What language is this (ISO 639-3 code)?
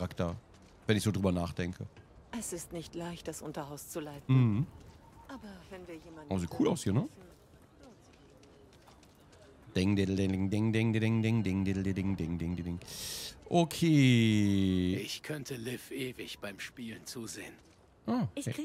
deu